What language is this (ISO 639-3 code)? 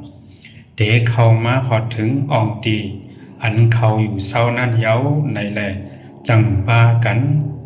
shn